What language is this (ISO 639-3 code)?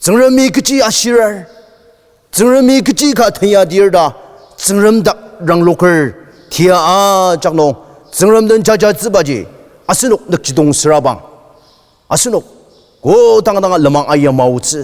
njo